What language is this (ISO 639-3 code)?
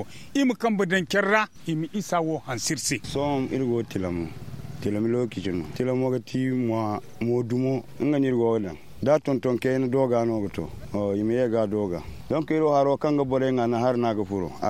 dje